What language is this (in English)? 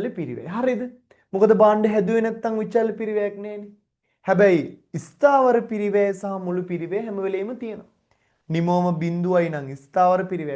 Sinhala